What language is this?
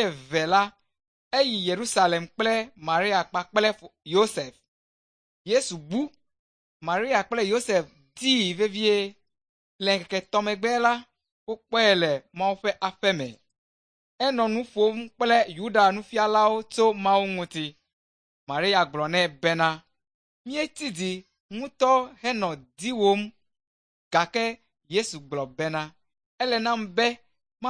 Ewe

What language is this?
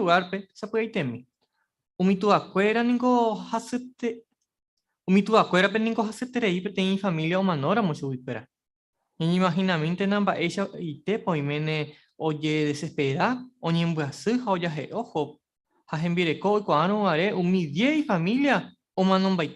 Guarani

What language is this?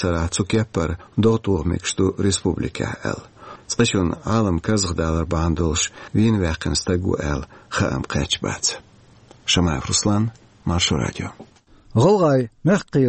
Chechen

